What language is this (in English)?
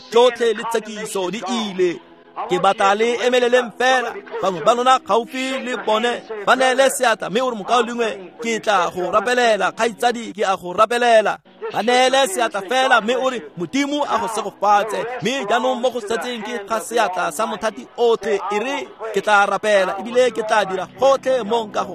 Tswana